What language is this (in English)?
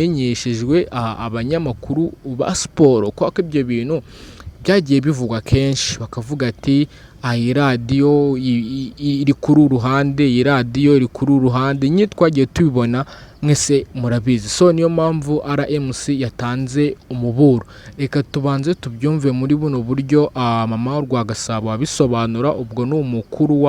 Kinyarwanda